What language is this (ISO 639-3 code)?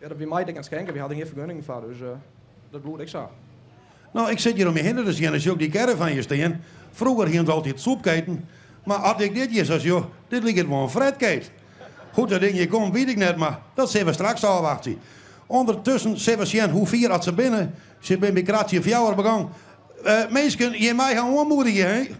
fry